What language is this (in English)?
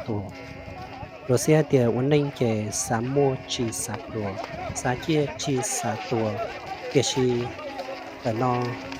Hmong